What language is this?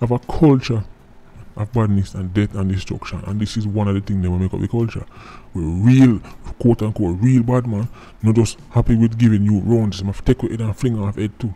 Jamaican Creole English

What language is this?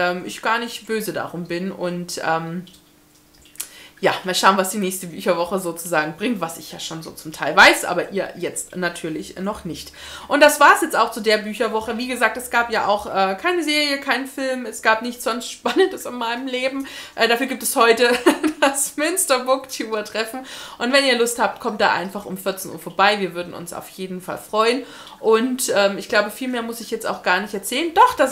German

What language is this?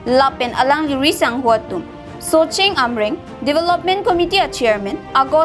Karbi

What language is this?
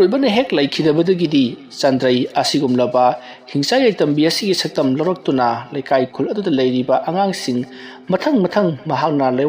Manipuri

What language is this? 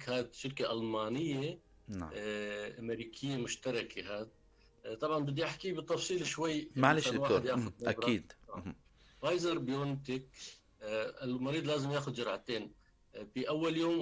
North Levantine Arabic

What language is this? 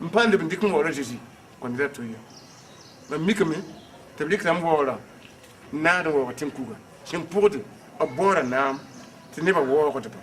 Mossi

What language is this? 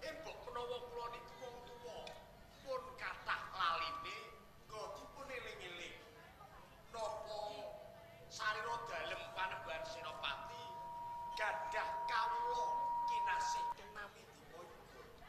Javanese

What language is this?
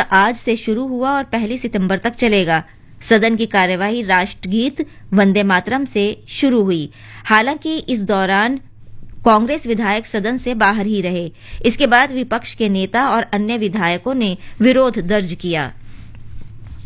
Hindi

